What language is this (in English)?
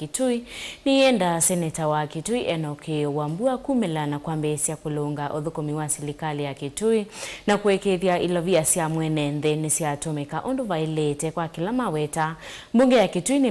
Kamba